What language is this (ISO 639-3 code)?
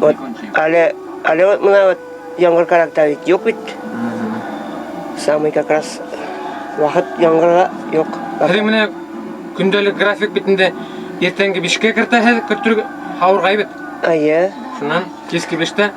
bak